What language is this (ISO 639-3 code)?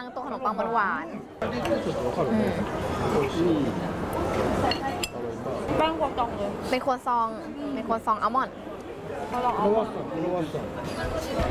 tha